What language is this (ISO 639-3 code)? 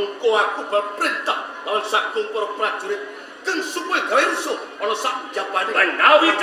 jav